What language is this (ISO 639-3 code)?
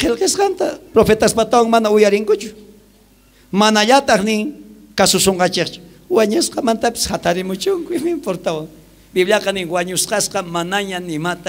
quh